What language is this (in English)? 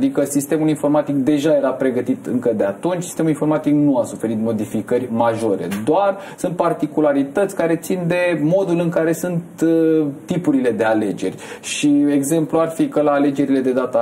Romanian